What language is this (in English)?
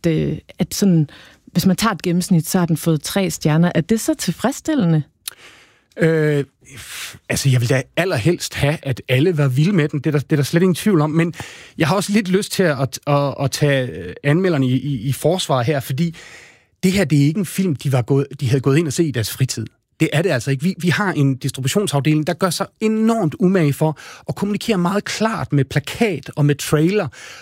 Danish